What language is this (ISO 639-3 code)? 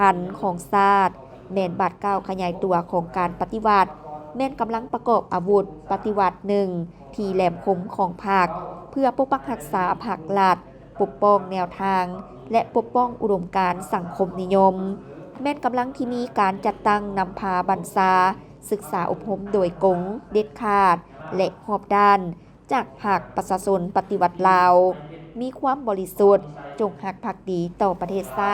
lao